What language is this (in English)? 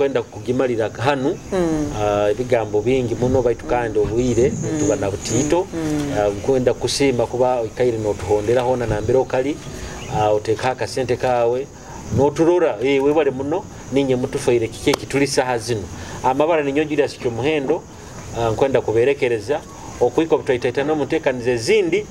Nyoro